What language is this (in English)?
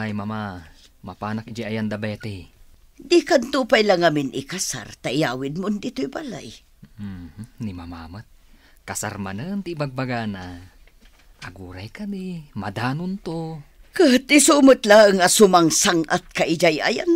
Iloko